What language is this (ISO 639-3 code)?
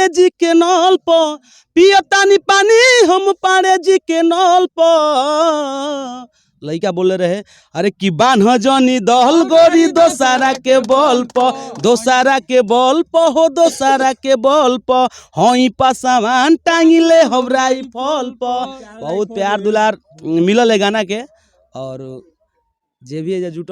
bho